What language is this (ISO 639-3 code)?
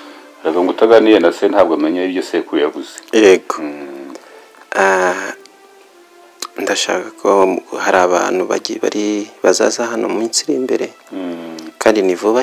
kin